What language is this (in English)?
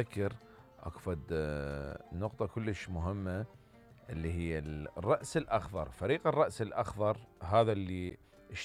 Mesopotamian Arabic